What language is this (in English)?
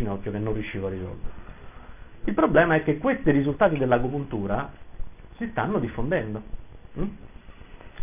Italian